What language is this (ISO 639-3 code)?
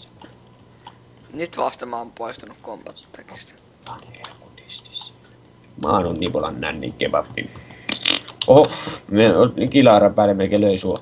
fin